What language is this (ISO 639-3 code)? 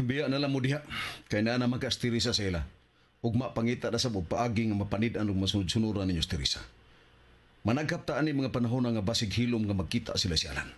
ceb